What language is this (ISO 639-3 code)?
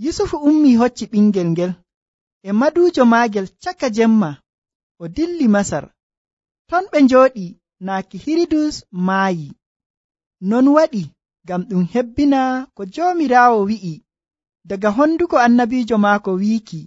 fuv